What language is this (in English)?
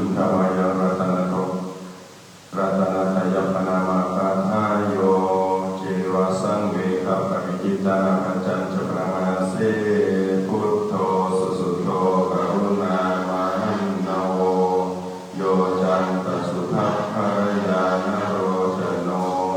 Pali